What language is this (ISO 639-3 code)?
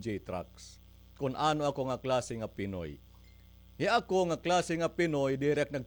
war